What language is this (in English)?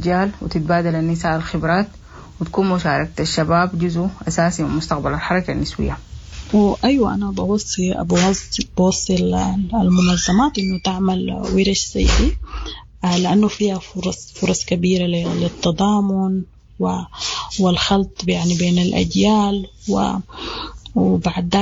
Sudanese Arabic